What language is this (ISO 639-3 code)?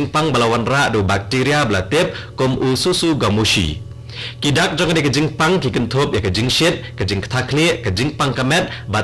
kha